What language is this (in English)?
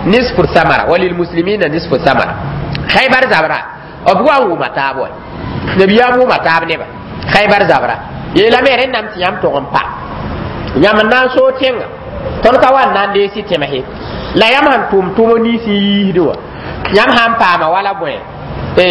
Mossi